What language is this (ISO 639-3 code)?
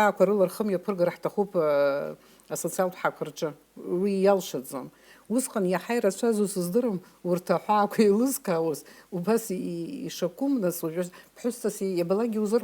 abk